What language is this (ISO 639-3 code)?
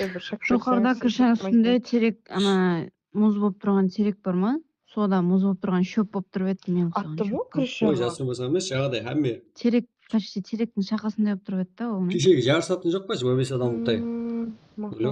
kaa